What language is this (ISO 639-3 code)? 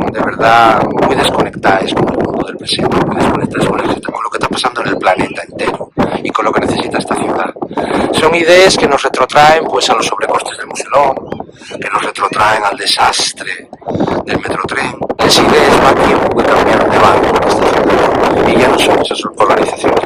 ast